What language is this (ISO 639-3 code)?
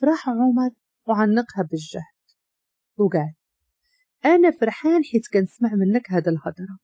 ary